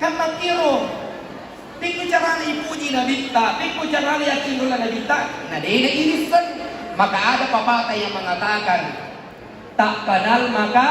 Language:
Buginese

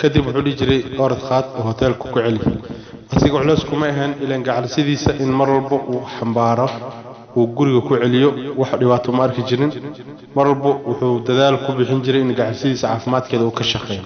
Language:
Somali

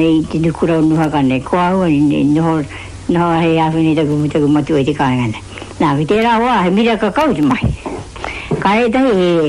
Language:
Māori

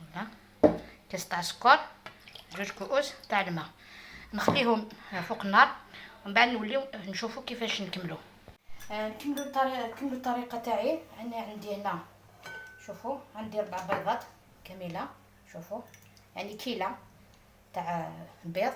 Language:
Algerian Arabic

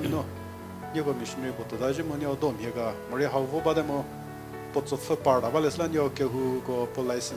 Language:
Angami Naga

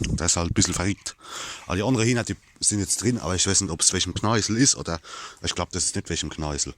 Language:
Palatine German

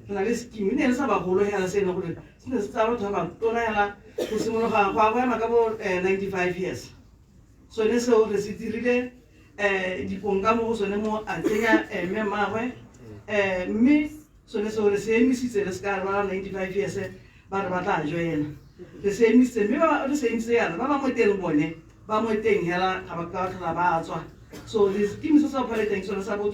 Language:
Tswana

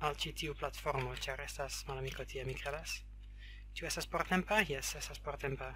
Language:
Esperanto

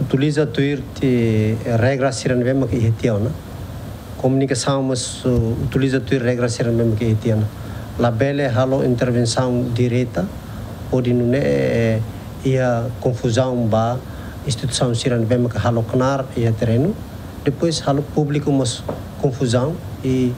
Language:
Tetum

